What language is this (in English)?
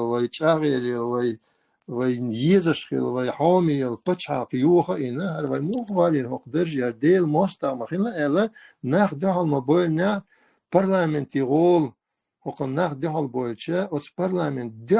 Chechen